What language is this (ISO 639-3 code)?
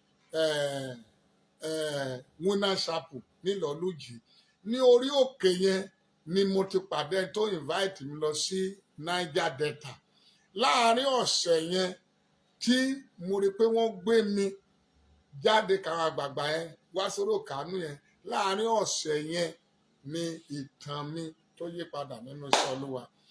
yor